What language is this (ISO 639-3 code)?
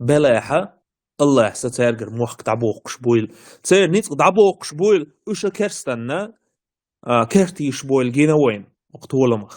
che